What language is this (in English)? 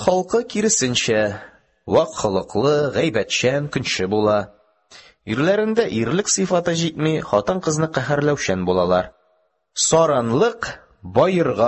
Tatar